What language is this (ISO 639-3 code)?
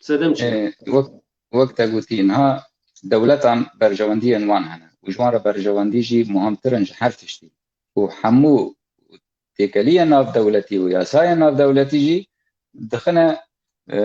kur